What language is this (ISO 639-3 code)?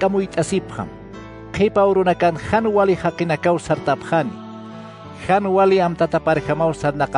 aym